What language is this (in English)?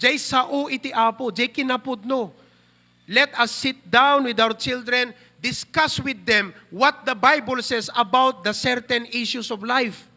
Iloko